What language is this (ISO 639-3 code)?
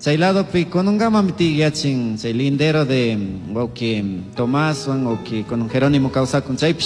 qug